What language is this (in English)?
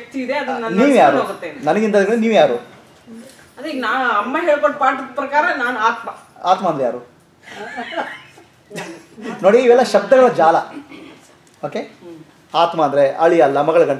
Kannada